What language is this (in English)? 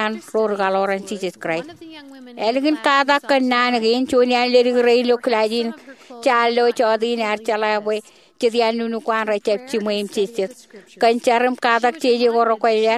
Marshallese